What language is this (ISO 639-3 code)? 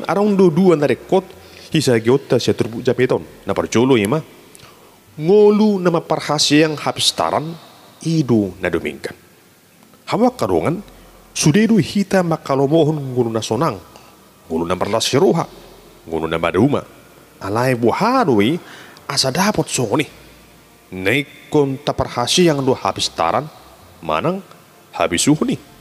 bbc